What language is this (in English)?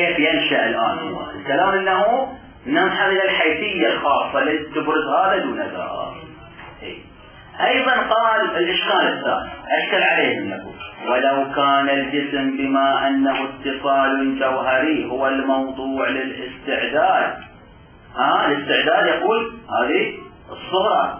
Arabic